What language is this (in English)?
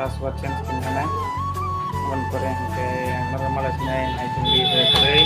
Kok Borok